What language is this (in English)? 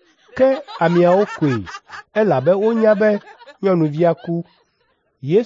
Ewe